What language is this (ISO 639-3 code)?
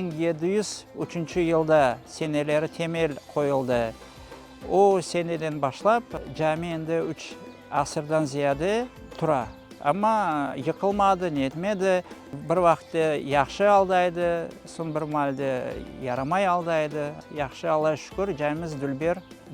crh